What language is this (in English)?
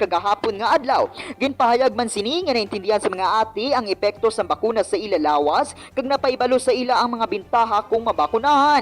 Hiligaynon